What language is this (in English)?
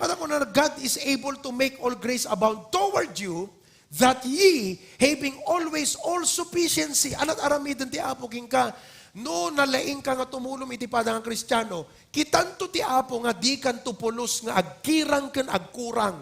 Iloko